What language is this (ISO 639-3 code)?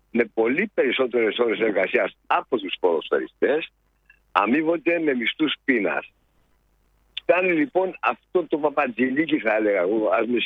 ell